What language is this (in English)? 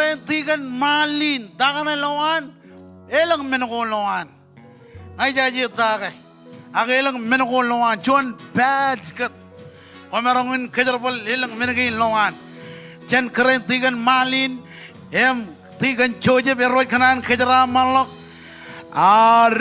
Marshallese